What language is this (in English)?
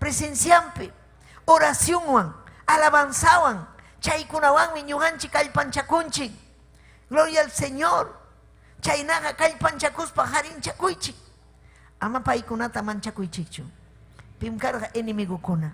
Ayacucho Quechua